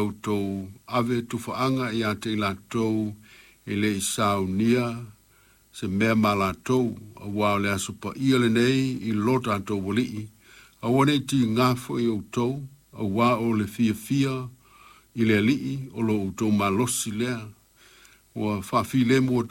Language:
Samoan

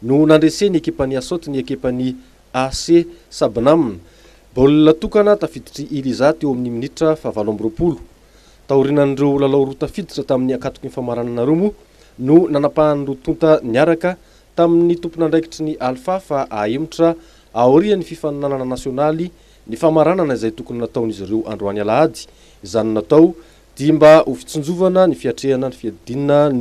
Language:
Malagasy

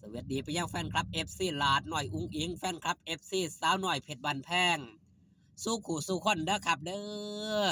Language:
Northeastern Thai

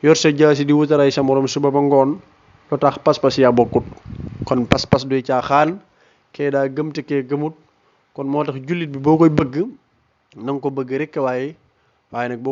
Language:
Wolof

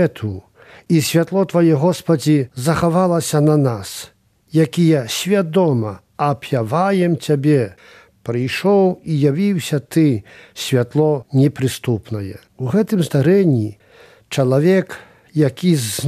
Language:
Belarusian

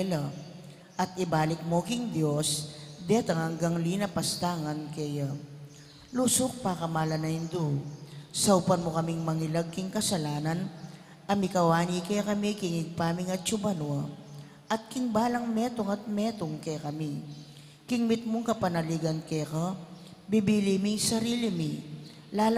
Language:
Pampanga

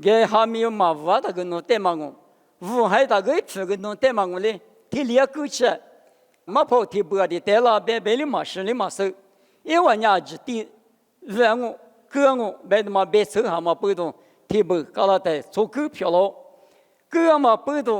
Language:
Lisu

